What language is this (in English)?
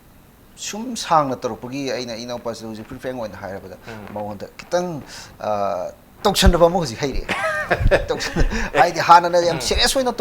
Manipuri